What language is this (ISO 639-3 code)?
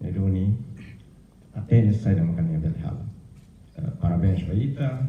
tet